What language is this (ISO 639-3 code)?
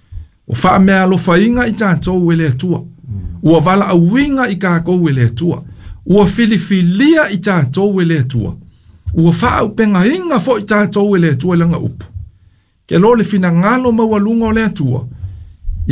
smo